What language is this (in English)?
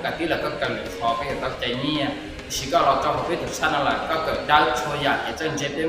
Hmong